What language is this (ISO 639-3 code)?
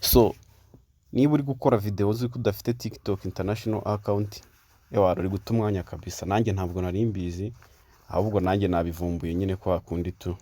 kin